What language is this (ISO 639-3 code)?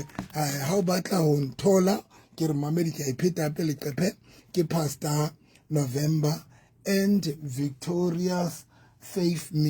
sot